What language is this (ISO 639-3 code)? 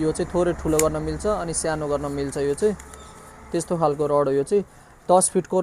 nep